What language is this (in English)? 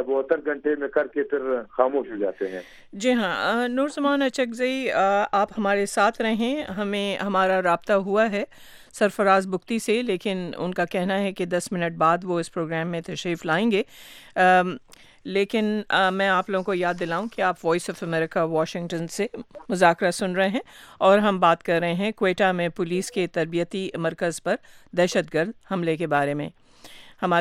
Urdu